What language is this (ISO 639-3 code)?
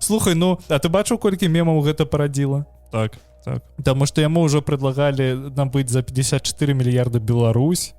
bel